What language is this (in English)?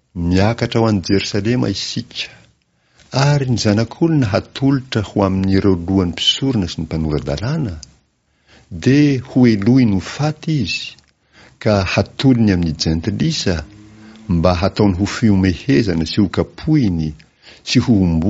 Malagasy